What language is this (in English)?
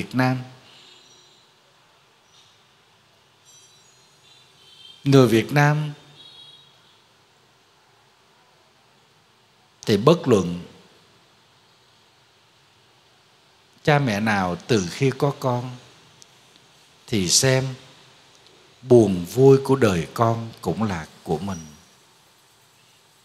Vietnamese